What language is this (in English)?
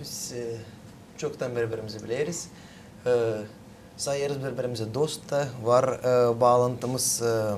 Gagauz